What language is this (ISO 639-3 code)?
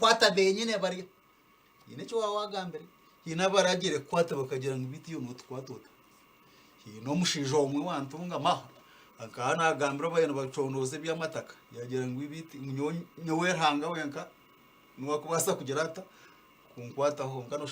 nyn